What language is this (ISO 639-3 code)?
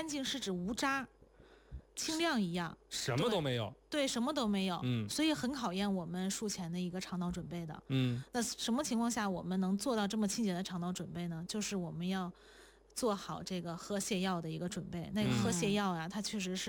zho